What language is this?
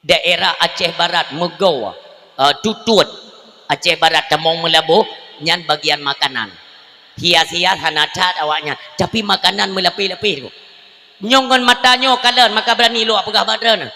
Achinese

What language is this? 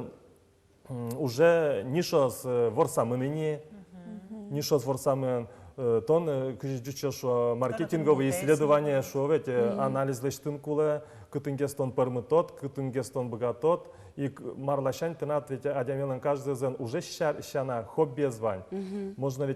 Udmurt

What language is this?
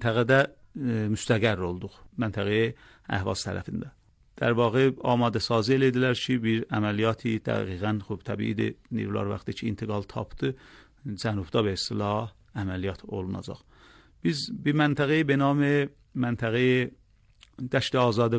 Azerbaijani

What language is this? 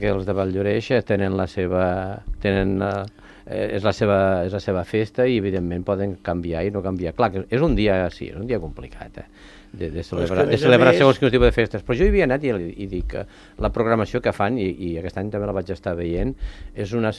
Catalan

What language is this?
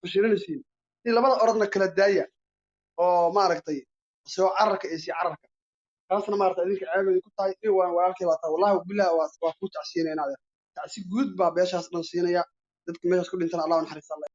Somali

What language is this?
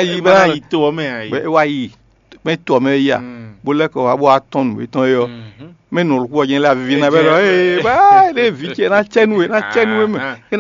Fon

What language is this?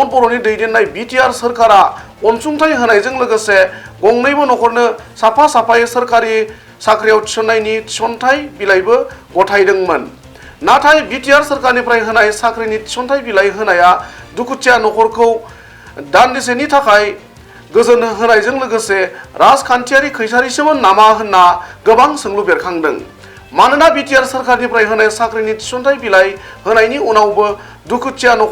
Bodo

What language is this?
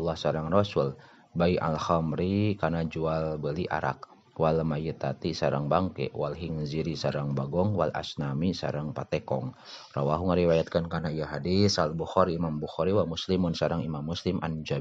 Sundanese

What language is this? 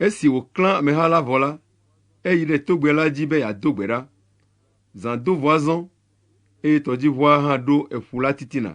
Ewe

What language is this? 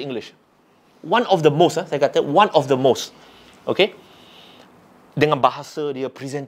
Malay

